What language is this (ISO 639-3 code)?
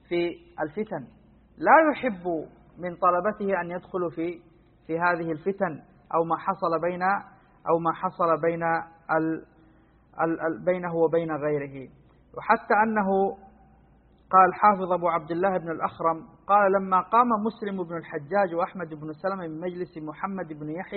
ara